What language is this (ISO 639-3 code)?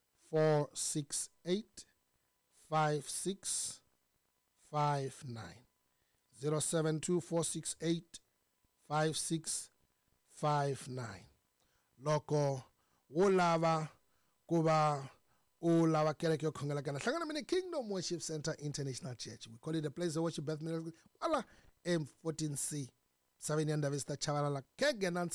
tso